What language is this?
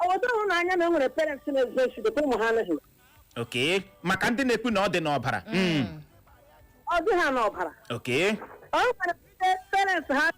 Igbo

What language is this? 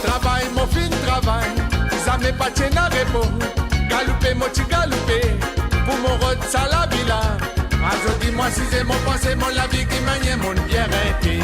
Morisyen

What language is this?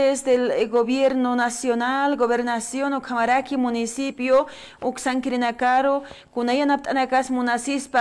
Aymara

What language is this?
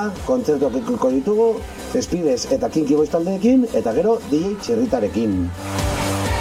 Basque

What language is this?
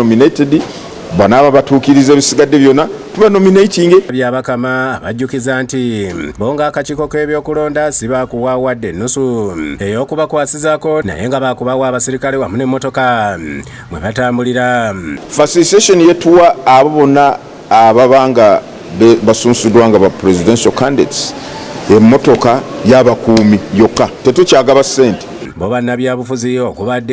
Ganda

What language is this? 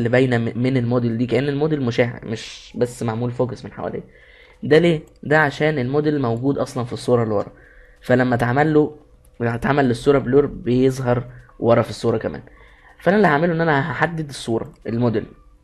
Egyptian Arabic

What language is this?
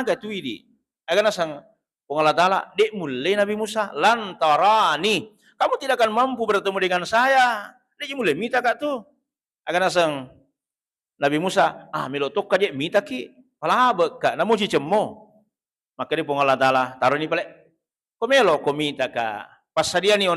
Buginese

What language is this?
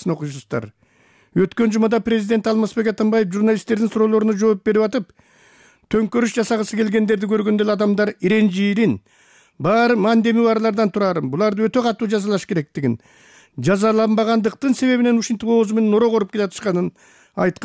Kyrgyz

